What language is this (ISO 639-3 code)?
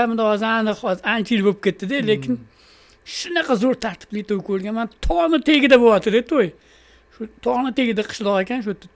uzb